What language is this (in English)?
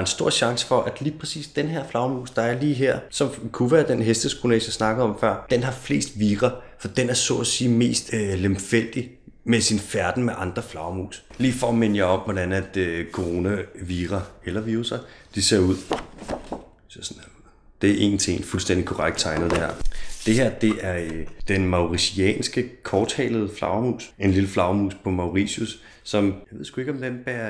Danish